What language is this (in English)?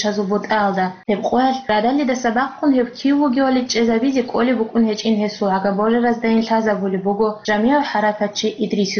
Avaric